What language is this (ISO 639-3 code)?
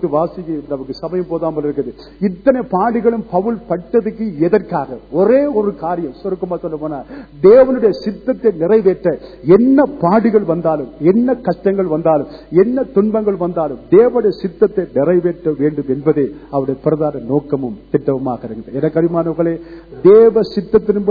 tam